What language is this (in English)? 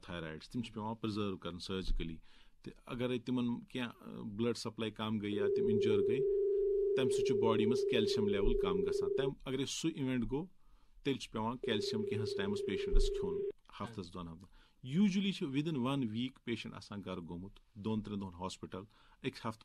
Kashmiri